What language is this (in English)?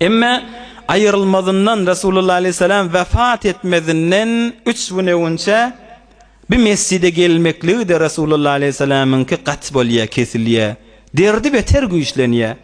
Turkmen